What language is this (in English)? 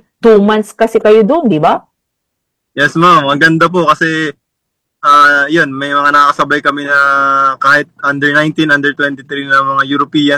Filipino